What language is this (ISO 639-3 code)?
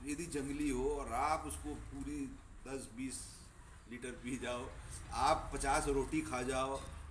eng